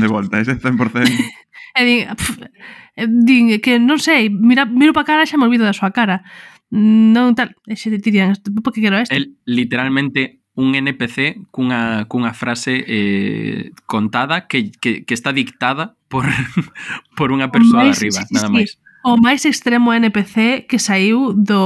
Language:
Galician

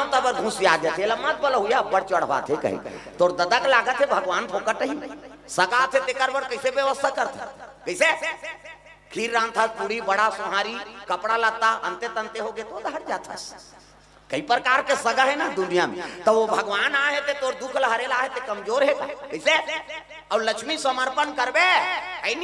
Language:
Chhattisgarhi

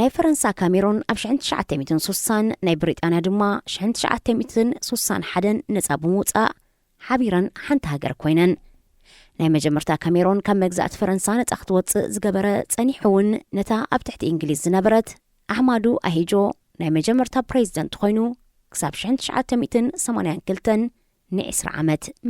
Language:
Tigrinya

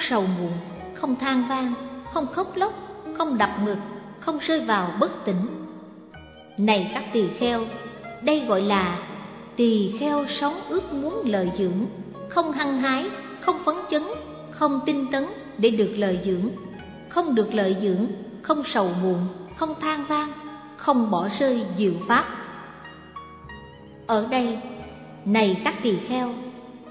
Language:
Vietnamese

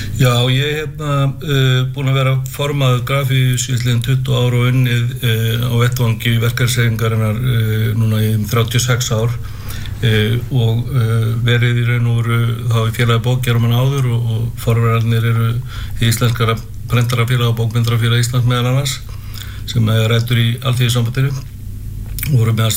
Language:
Icelandic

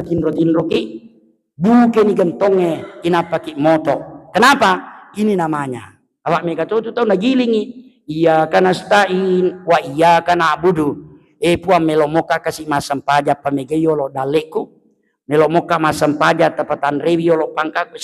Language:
Buginese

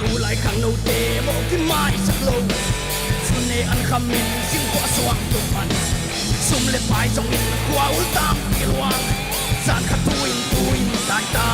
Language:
Paite Chin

